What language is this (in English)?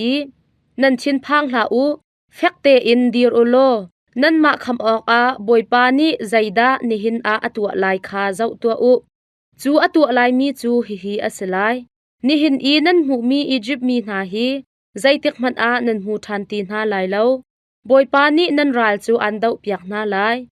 Hakha Chin